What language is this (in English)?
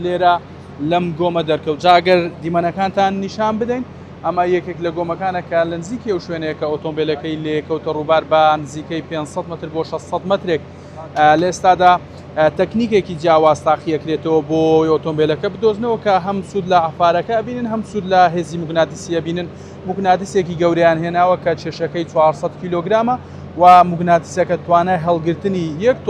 Central Kurdish